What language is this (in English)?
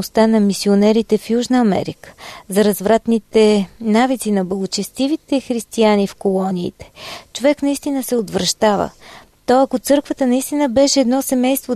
Bulgarian